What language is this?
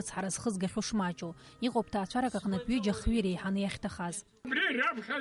Abkhazian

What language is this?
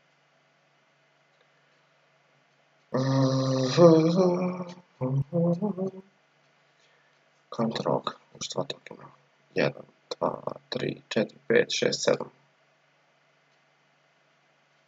Croatian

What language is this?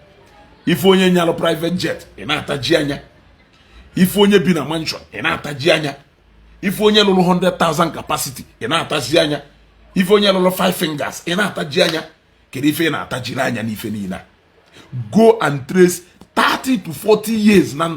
Igbo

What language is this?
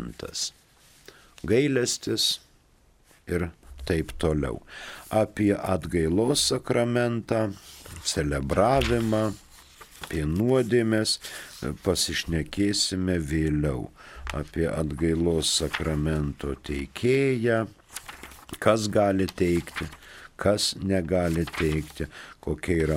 Lithuanian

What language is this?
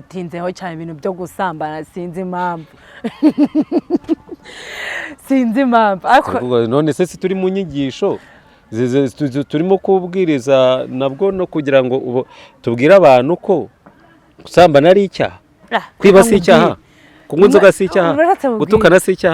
Kinyarwanda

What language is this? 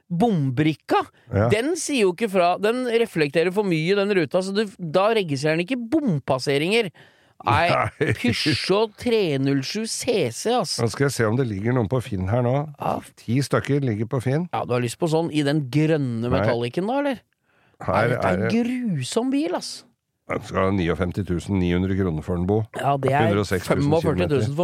Norwegian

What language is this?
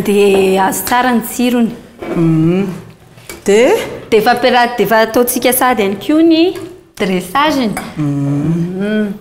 Malagasy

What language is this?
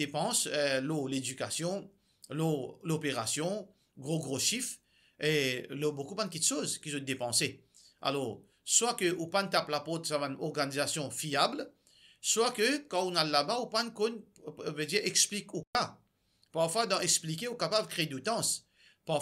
Morisyen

